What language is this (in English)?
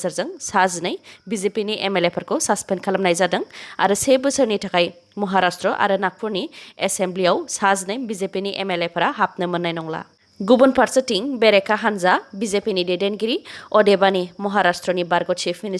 Bodo